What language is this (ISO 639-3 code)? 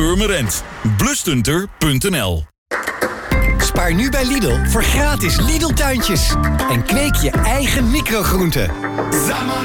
nld